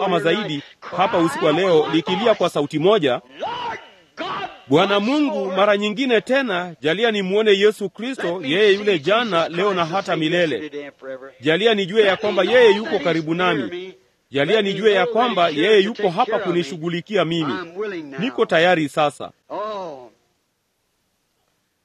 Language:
Swahili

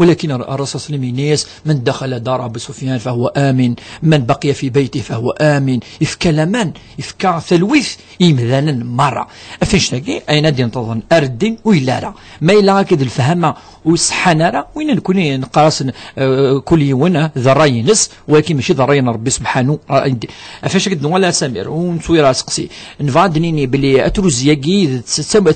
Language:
Kabyle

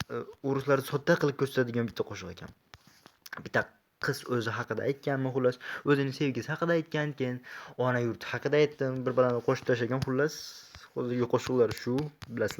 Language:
Uzbek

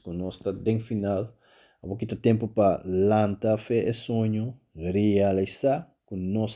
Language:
Papiamento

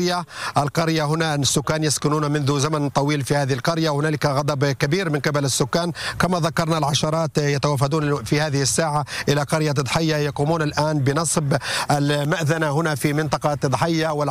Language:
Arabic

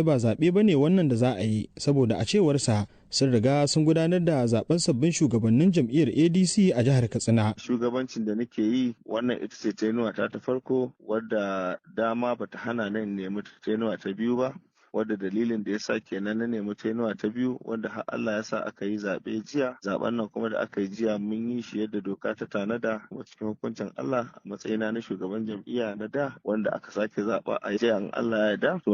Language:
Hausa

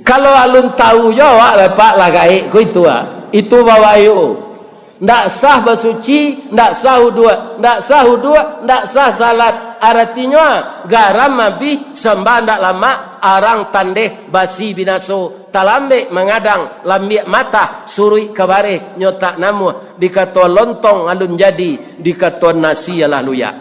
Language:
Minangkabau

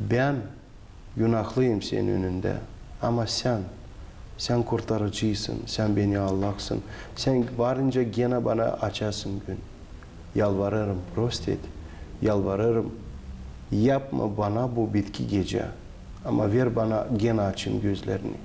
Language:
Gagauz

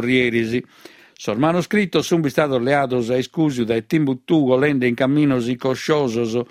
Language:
Sardinian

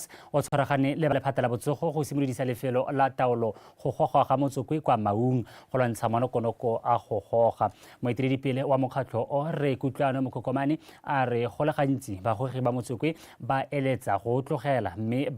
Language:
Tswana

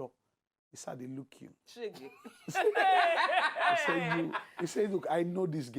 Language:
Nigerian Pidgin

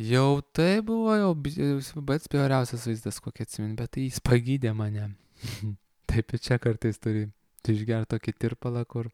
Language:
Lithuanian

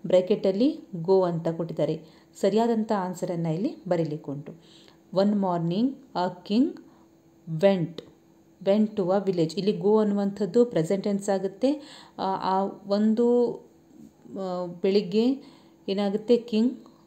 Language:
Kannada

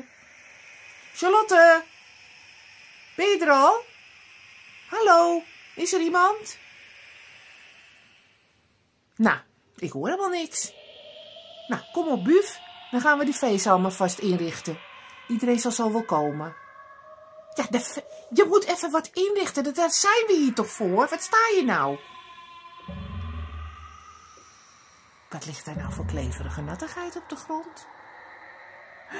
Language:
Dutch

